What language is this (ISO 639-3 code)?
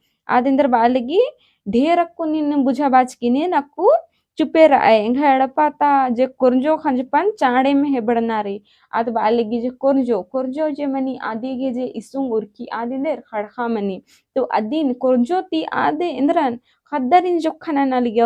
kru